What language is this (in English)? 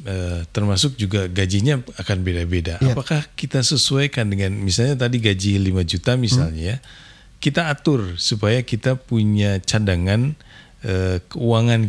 Indonesian